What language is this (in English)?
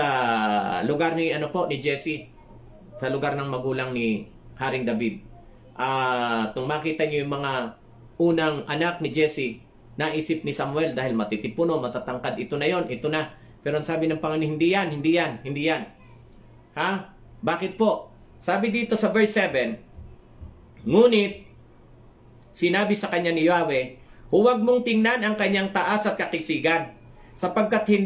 Filipino